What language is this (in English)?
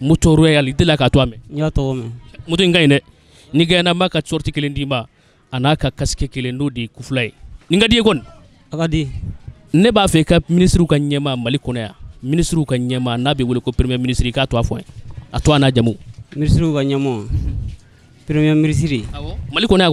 Bambara